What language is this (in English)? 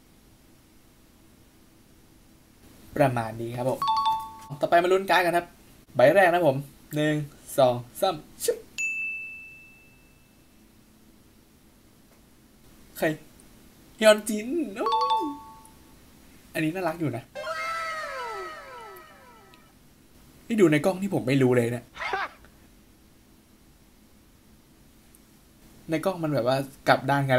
Thai